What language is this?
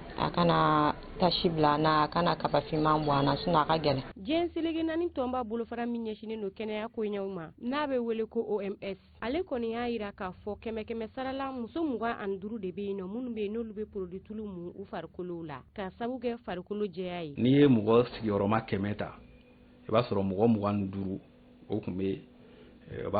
Bambara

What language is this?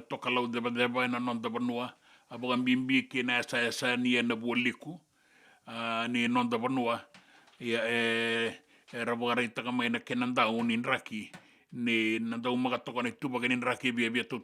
Fijian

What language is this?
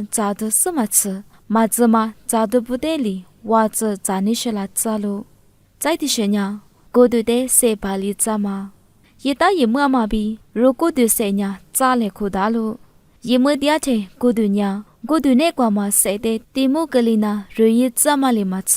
Lisu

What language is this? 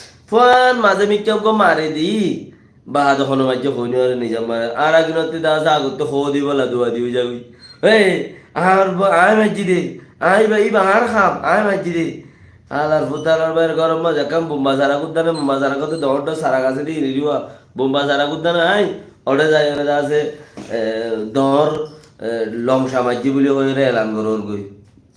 Rohingya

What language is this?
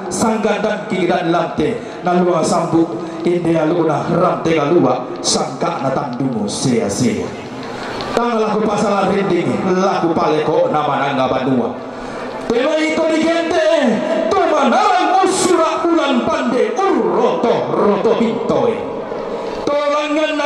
Toraja-Sa'dan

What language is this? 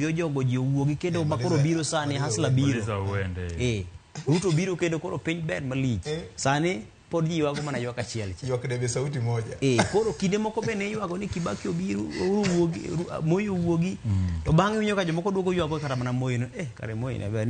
Luo (Kenya and Tanzania)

